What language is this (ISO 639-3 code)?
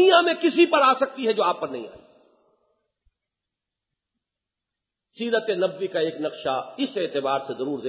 urd